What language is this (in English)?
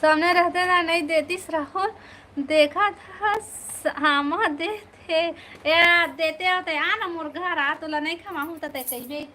Chhattisgarhi